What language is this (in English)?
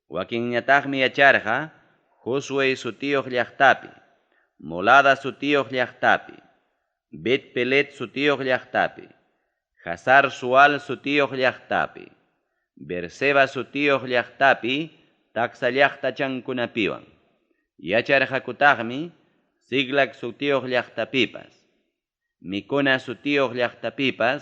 Ayacucho Quechua